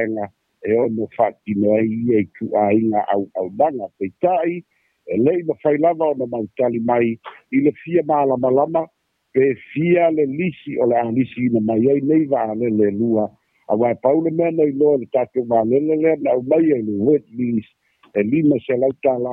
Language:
Samoan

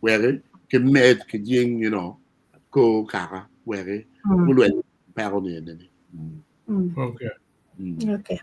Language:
Acoli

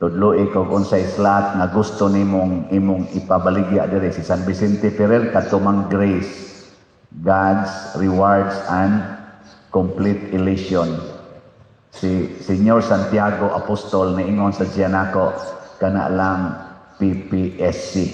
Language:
Cebuano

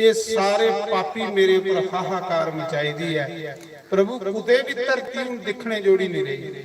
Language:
Dogri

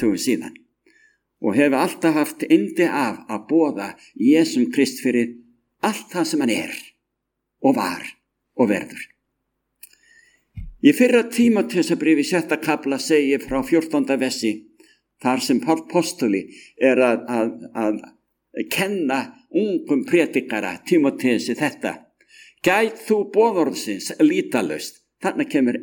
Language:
Icelandic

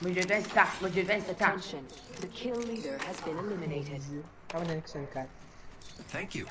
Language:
Morisyen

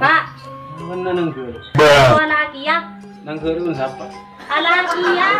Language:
Madurese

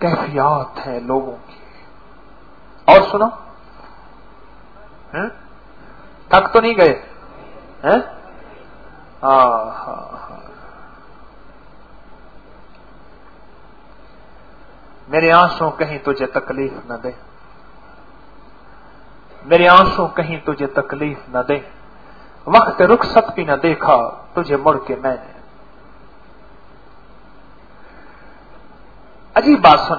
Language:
Urdu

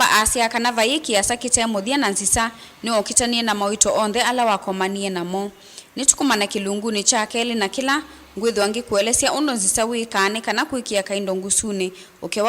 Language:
Kamba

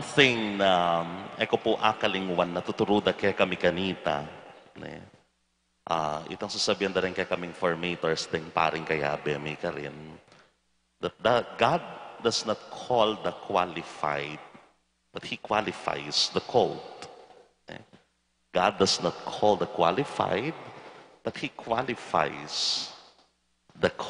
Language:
Pampanga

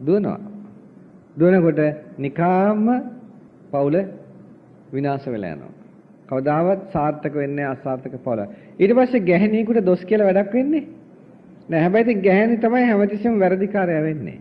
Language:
Sinhala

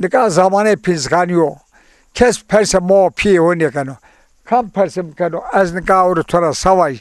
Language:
Zaza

